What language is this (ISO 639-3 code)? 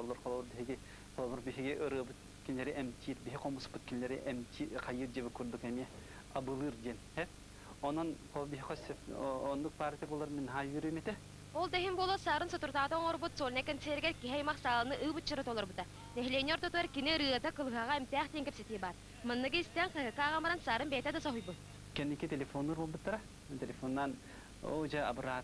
sah